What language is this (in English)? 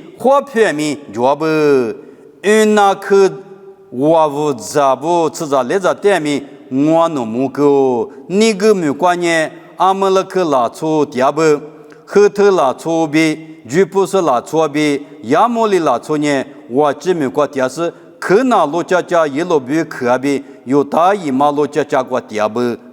Lisu